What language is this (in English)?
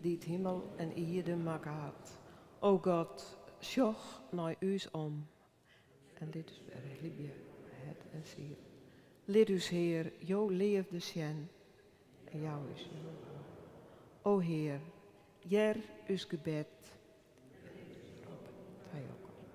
Western Frisian